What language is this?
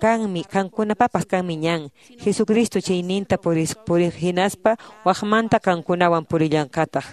Quechua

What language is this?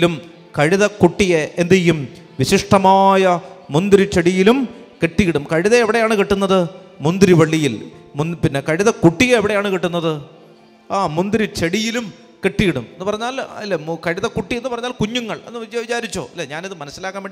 Malayalam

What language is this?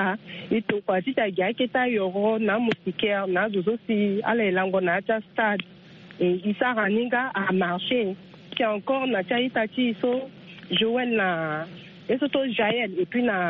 Sango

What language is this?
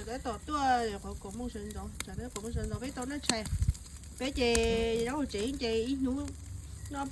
Hmong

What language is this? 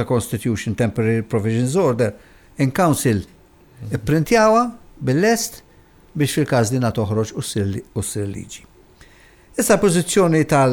Maltese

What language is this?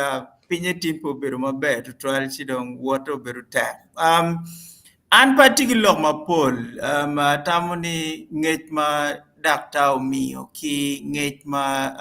Acoli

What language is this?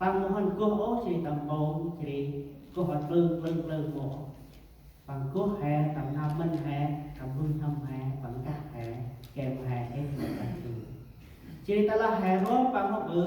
Central Mnong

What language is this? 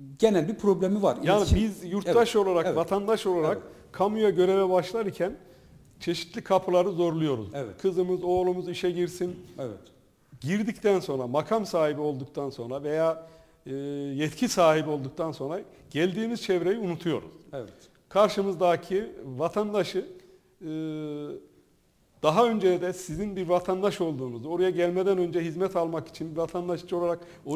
Turkish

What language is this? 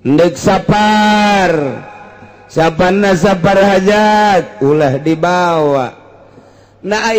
Sundanese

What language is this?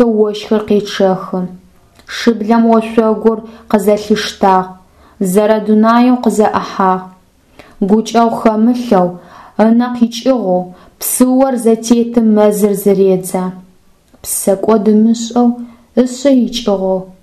Adyghe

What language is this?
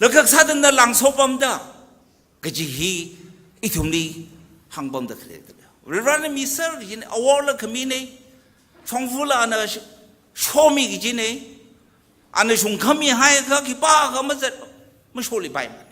Tangkhul Naga (India)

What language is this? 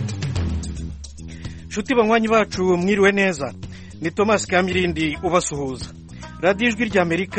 Kinyarwanda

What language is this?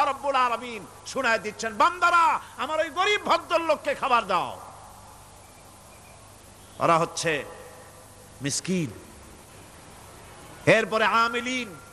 Bangla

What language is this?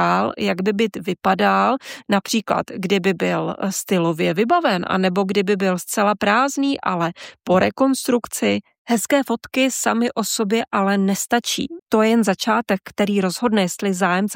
Czech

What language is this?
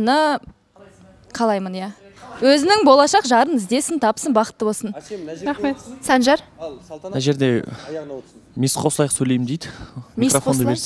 Kazakh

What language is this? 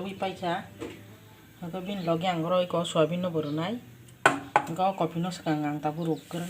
Kok Borok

